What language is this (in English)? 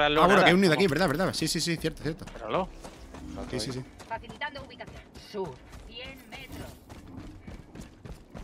Spanish